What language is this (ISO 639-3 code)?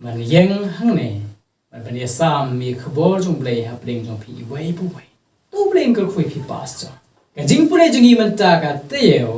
kha